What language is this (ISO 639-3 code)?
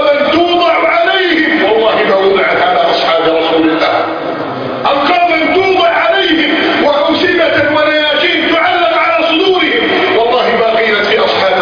ara